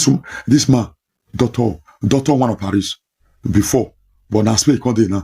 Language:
Nigerian Pidgin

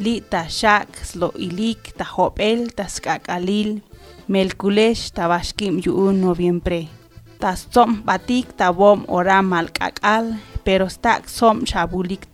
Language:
Tzotzil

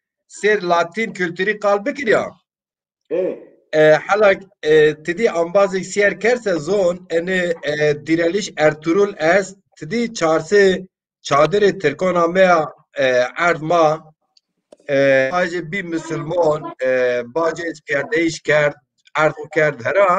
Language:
Zaza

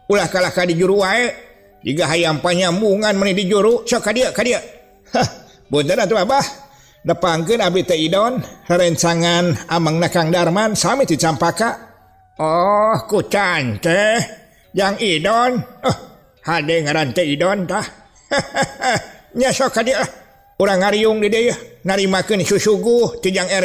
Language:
Sundanese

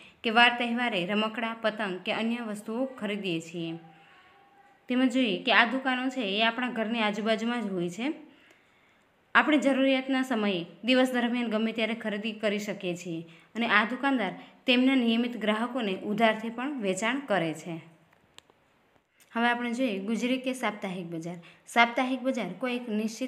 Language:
Gujarati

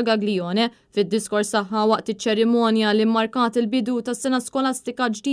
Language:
Maltese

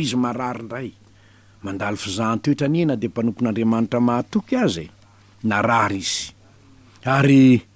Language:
Malagasy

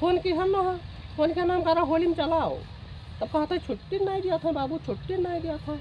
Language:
Awadhi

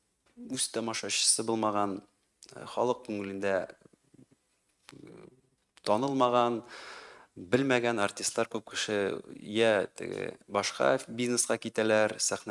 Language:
Tatar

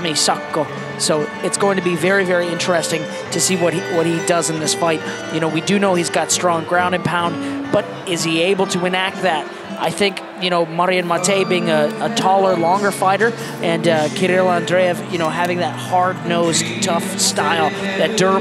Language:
English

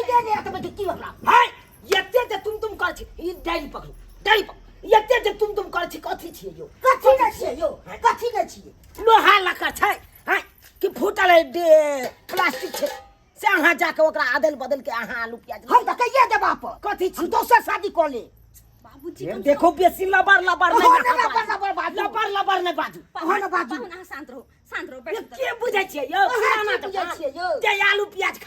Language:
Maithili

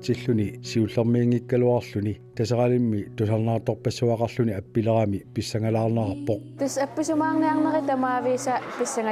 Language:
Kalaallisut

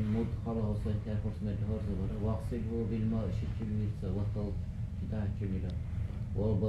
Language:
Dargwa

